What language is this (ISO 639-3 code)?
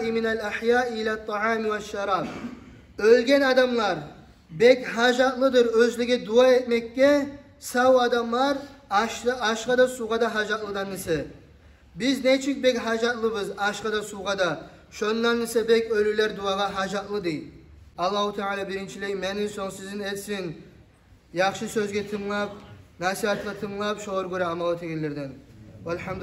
kum